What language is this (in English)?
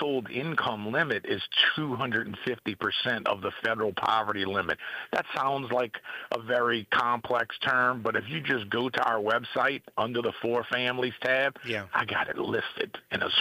English